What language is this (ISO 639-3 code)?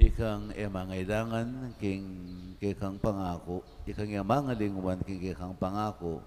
pam